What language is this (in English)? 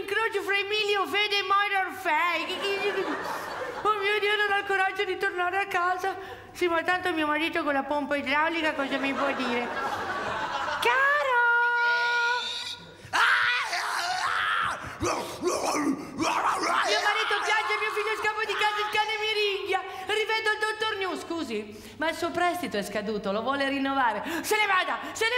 Italian